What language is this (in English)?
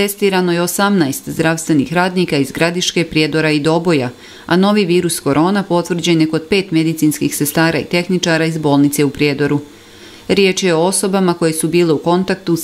Bosnian